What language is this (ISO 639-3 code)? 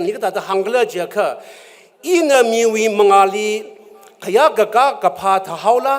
nmf